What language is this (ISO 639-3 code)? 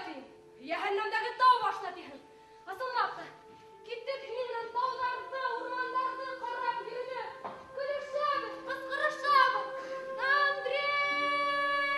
bak